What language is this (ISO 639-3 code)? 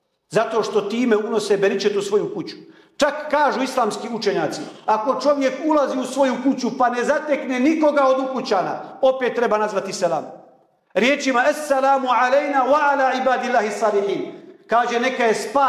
bos